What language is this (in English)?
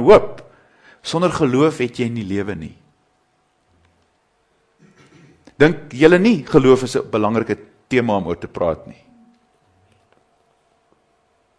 Afrikaans